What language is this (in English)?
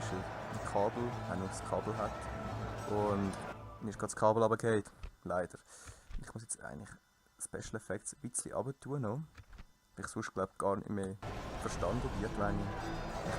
Swiss German